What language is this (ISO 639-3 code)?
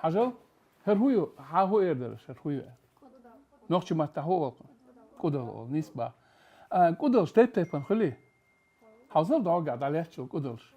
che